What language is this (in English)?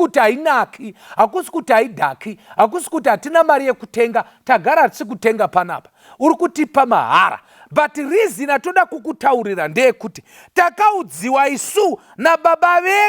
Shona